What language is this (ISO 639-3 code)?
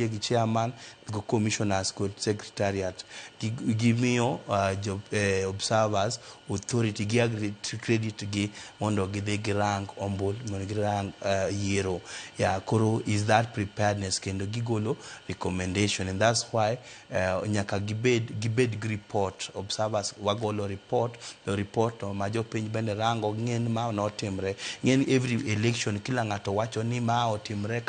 luo